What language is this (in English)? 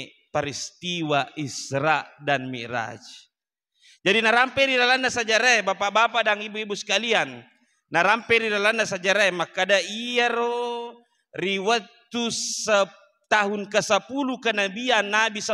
Buginese